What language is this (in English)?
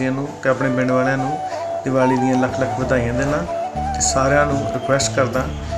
Punjabi